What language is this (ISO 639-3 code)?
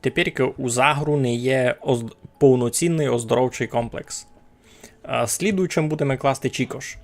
rue